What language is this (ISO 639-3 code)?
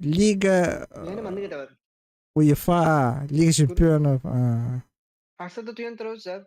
sah